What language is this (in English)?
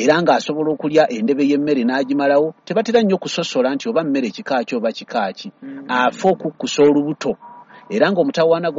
Ganda